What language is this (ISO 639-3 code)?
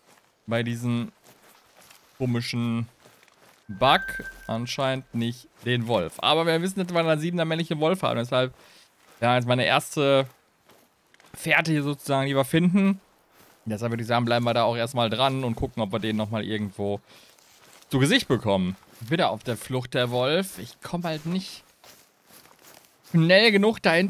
deu